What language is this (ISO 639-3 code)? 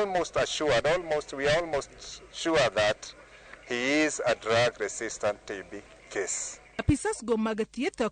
luo